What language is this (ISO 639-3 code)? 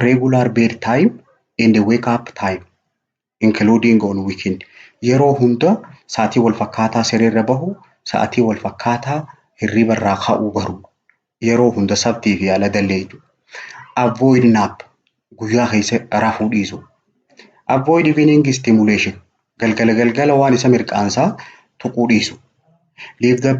orm